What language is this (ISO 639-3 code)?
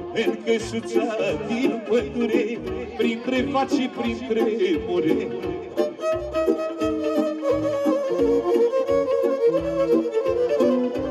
ron